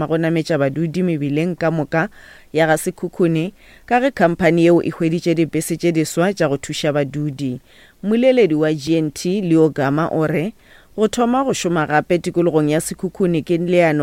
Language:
Northern Sotho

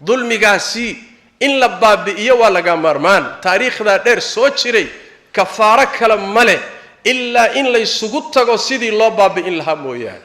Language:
Somali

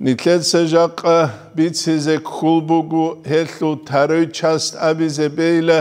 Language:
Avaric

